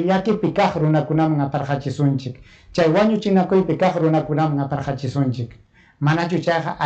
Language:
Ayacucho Quechua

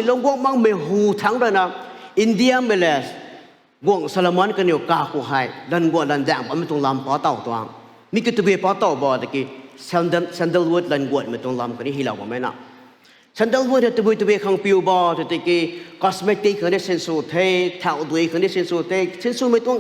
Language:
Rongmei Naga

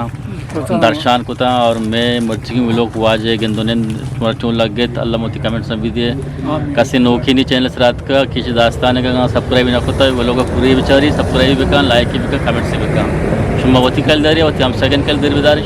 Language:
Eastern Balochi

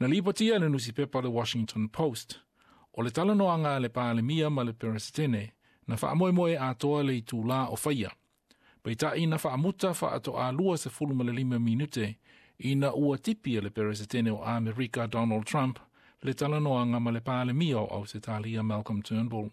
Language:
Samoan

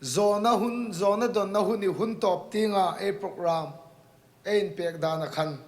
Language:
Hmar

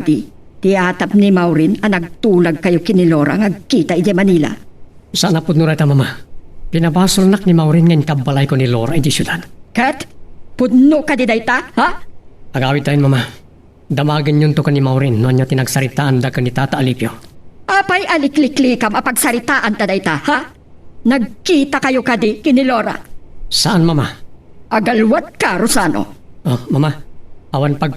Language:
Iloko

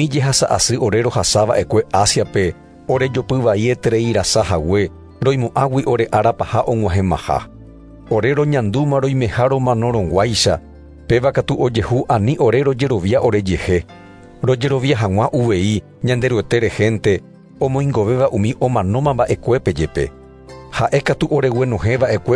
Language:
Guarani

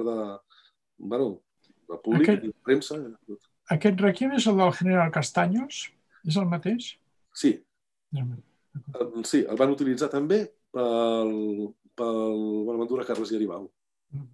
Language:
Catalan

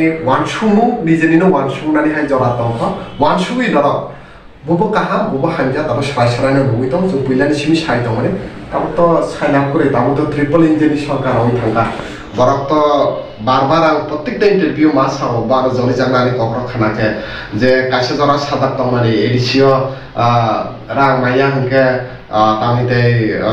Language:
Kok Borok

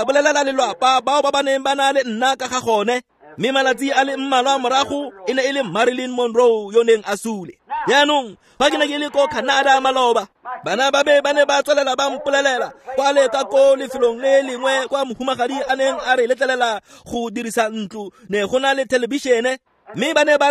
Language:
Tswana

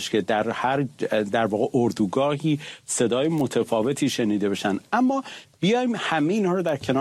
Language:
Persian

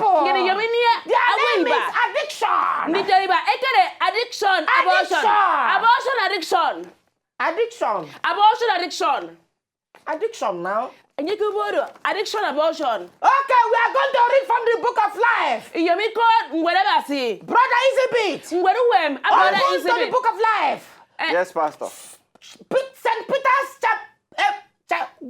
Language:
Nigerian Pidgin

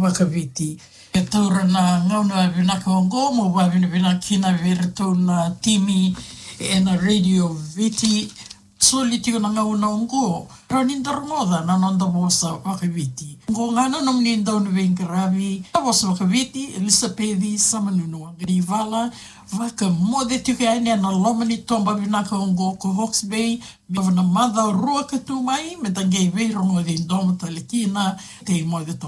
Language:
Fijian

